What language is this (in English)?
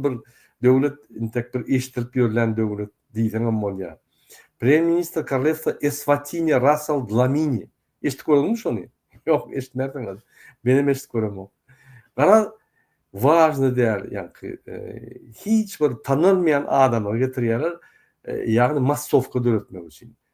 Turkmen